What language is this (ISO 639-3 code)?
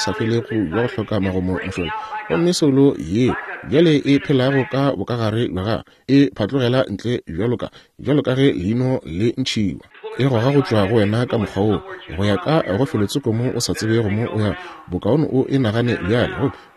nso